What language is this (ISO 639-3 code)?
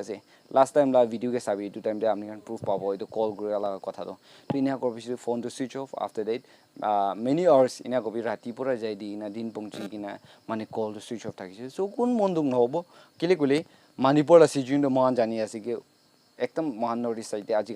nag